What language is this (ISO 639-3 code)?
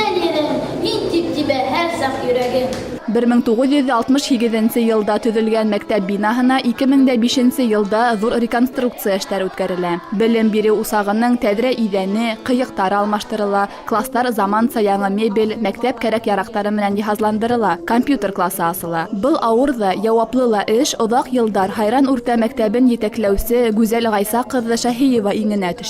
bak